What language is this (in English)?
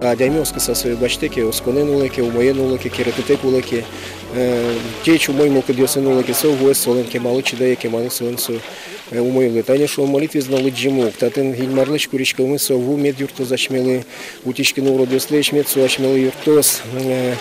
Udmurt